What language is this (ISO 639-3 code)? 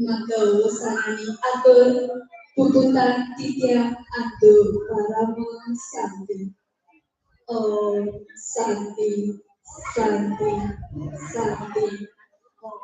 ban